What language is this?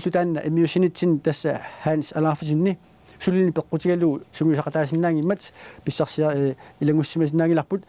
Kalaallisut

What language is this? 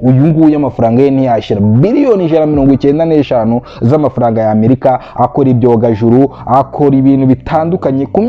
Kinyarwanda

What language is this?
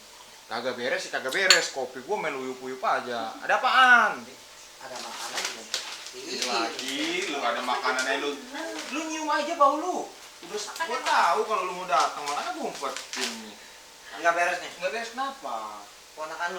Betawi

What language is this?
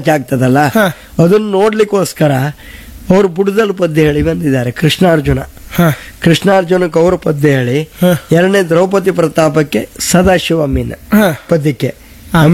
Kannada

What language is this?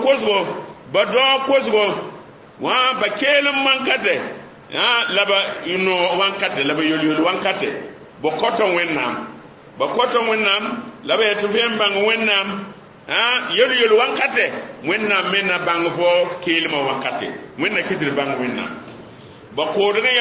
Mossi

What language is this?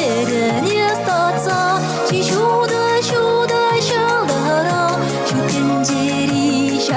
Chuvash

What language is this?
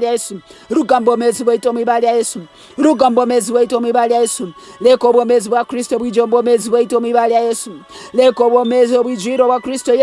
Nyankole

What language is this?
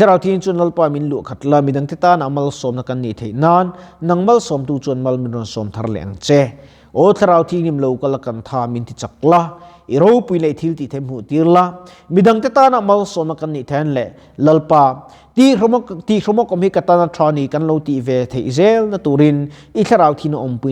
Mizo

